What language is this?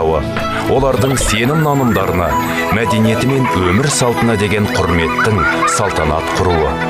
Kazakh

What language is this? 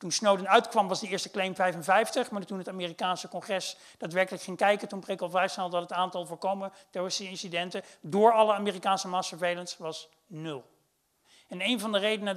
Dutch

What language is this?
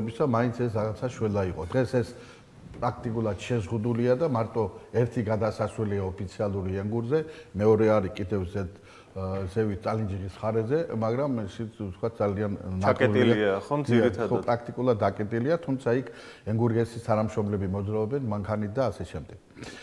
Georgian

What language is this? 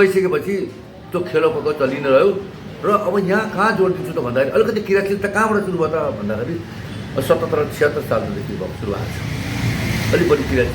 Nepali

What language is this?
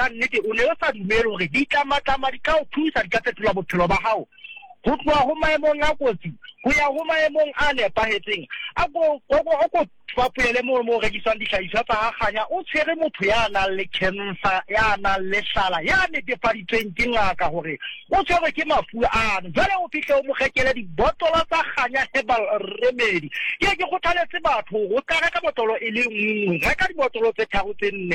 Southern Sotho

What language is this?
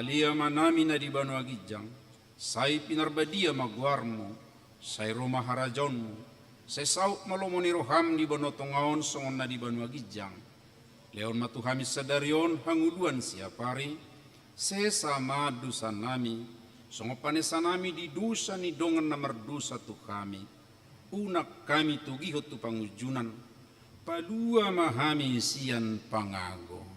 Batak Toba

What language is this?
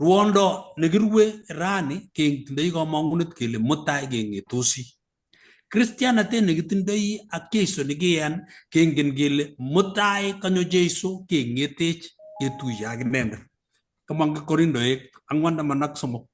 Kalenjin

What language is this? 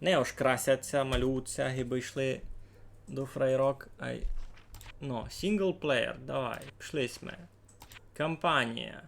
Rusyn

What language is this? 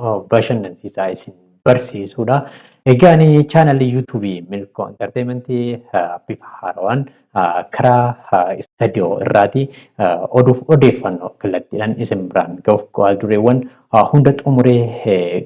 Oromo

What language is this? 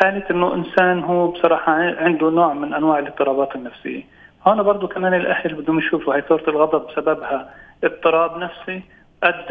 North Levantine Arabic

